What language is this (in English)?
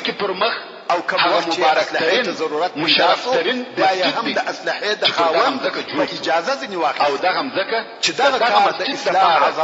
Pashto